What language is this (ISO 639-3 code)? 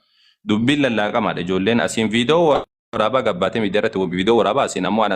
orm